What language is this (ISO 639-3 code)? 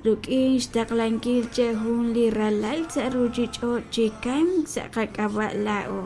kek